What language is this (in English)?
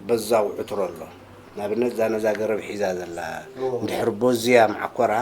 Tigrinya